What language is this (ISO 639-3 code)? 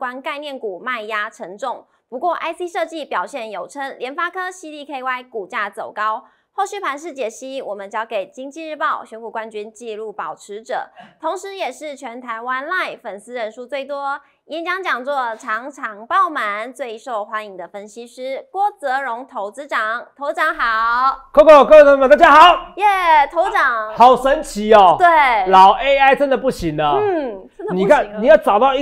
zho